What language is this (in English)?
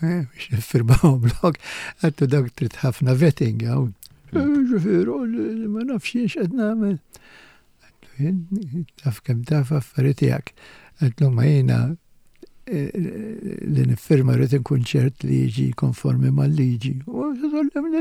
Maltese